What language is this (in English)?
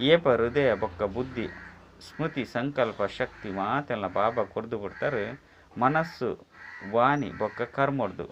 Tulu